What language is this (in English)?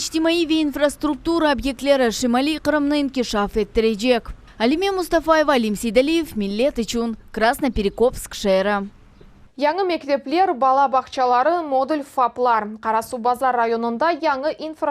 Crimean Tatar